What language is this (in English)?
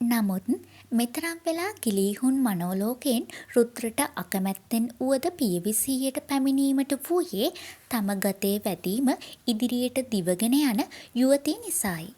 Sinhala